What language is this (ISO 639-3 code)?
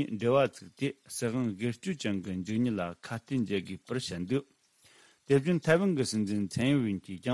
bod